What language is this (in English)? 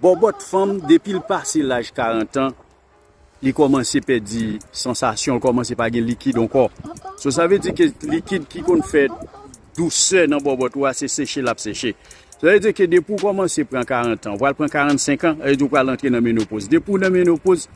Haitian Creole